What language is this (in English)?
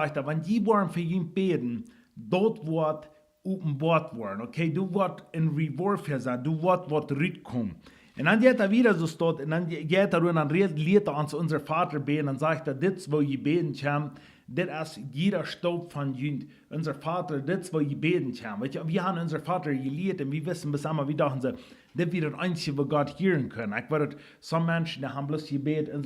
Plautdietsch